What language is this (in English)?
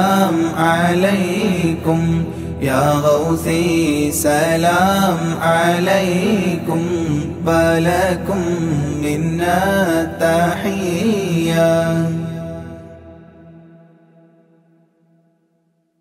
Malayalam